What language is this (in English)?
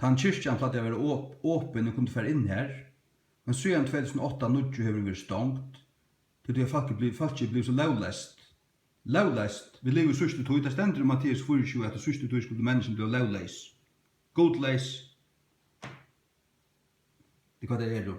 Faroese